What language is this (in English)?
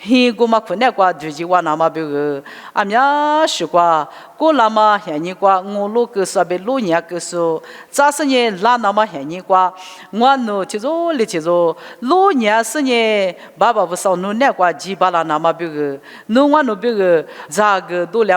Lisu